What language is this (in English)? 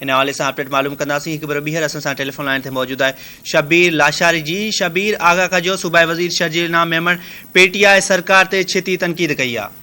Sindhi